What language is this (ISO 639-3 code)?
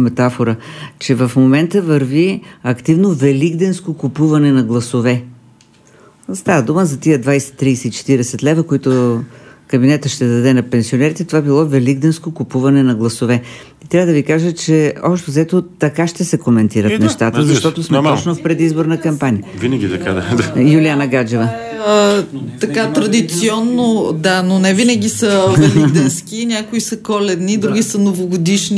bul